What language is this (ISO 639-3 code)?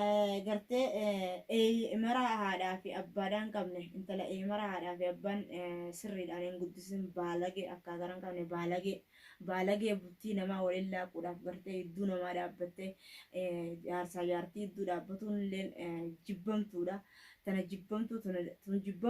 orm